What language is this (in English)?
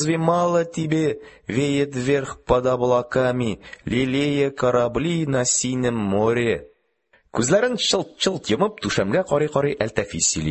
Tatar